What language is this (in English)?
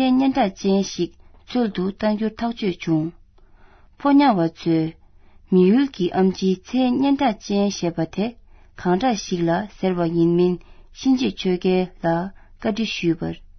Tibetan